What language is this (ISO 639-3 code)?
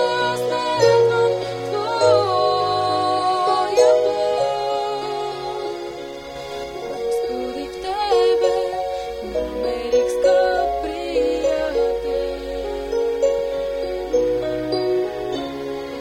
bul